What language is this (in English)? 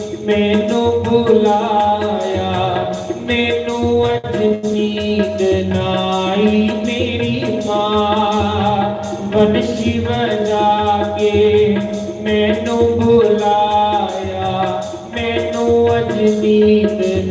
Dogri